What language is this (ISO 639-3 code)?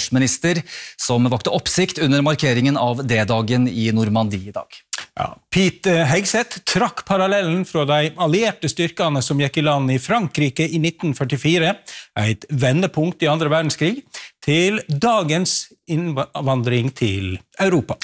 nor